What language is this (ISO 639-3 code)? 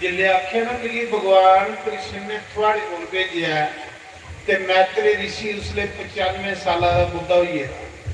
doi